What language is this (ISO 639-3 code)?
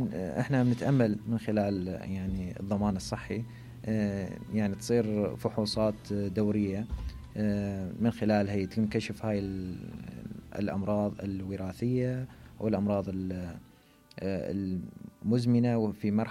acm